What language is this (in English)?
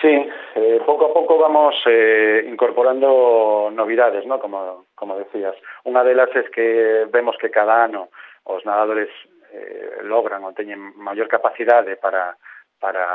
Galician